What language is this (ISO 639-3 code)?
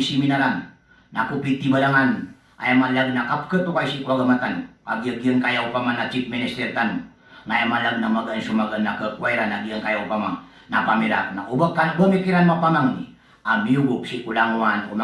mrw